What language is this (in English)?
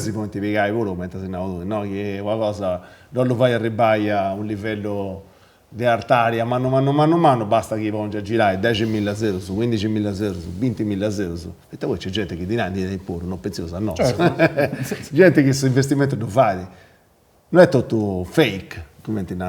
Sardinian